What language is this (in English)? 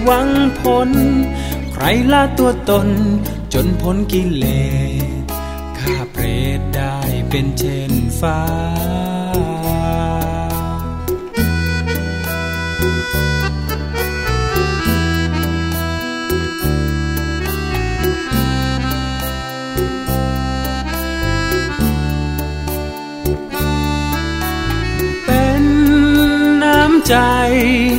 Thai